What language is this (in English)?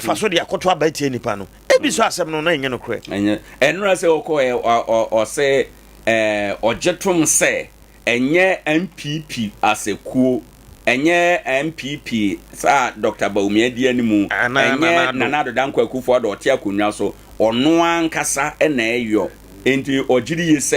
Akan